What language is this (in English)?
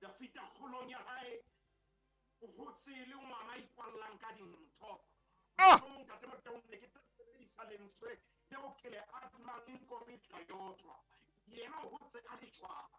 Southern Sotho